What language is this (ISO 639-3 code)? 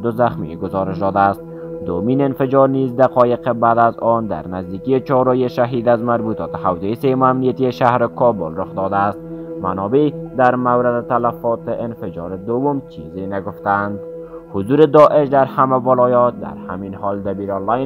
fas